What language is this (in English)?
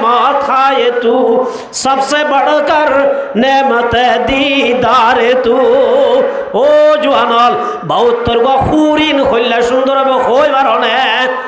Rohingya